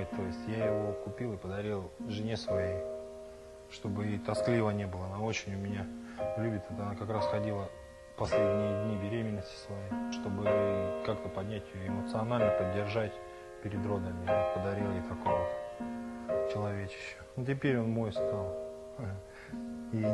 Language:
Russian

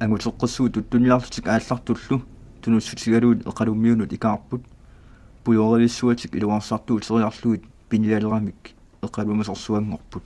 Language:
Kalaallisut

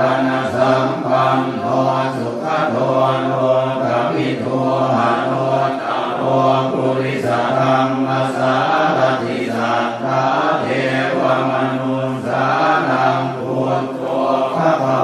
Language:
Pali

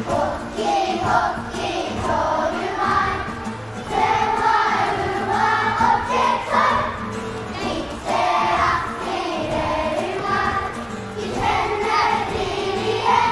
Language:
Māori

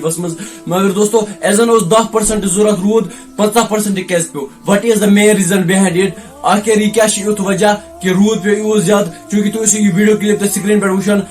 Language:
Kashmiri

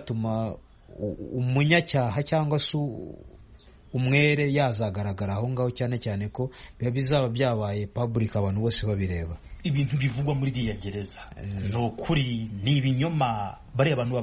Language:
Kinyarwanda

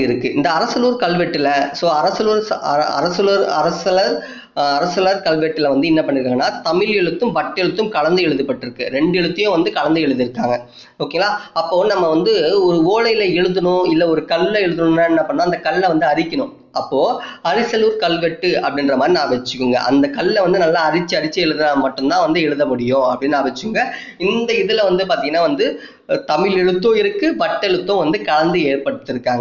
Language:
Tamil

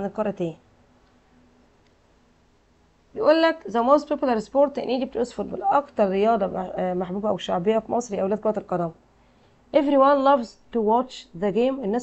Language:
Egyptian Arabic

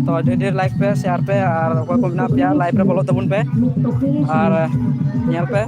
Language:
Santali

